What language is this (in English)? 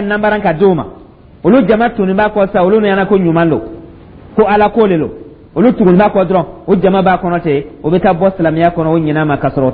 Dyula